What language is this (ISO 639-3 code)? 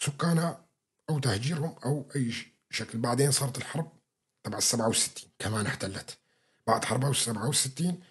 apc